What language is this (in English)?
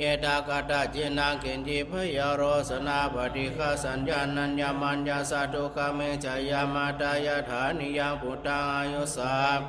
Pali